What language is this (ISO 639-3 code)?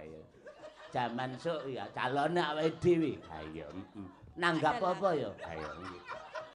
jav